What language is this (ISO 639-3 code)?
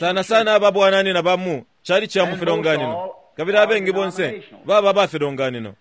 bem